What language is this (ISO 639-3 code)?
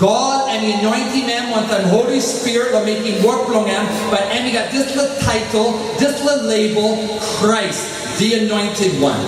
tpi